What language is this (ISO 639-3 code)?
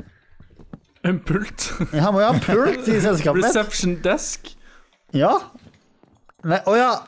nor